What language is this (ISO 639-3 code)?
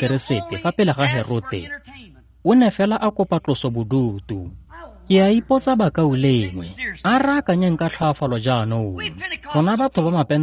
tsn